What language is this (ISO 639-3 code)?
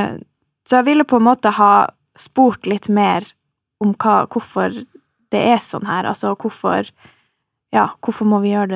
nor